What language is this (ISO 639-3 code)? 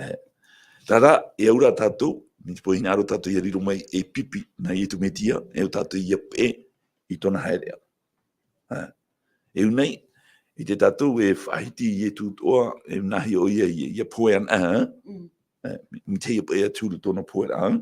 tah